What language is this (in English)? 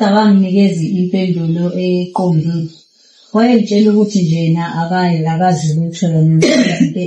Zulu